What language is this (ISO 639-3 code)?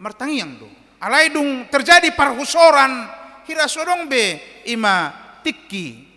bbc